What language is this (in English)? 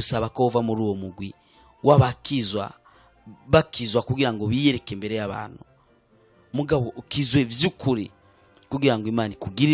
Rundi